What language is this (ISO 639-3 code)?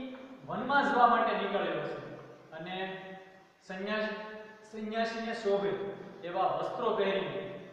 guj